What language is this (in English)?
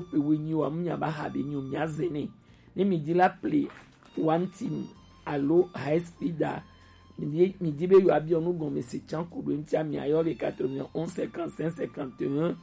Gen